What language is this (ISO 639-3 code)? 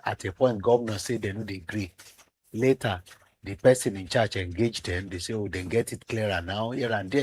pcm